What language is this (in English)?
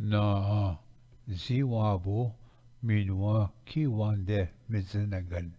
Ojibwa